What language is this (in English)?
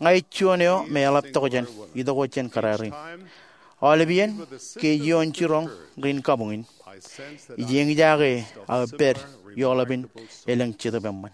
Marshallese